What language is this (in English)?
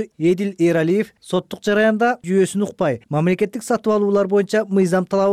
Kyrgyz